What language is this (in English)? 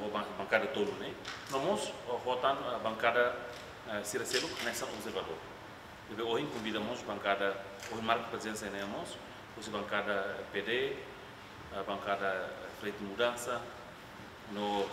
Tetum